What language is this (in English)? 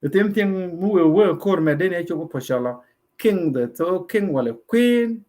Nuer